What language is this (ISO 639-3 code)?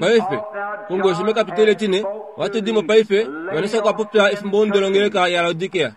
kua